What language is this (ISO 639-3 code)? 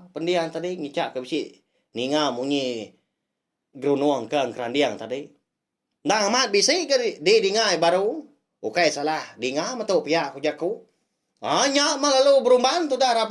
iba